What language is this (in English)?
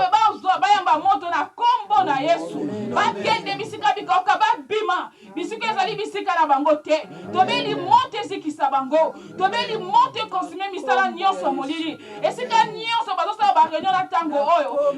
Lingala